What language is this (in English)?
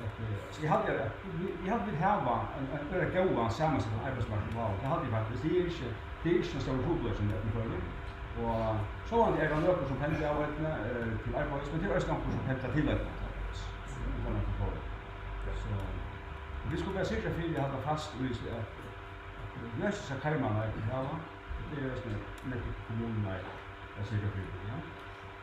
Faroese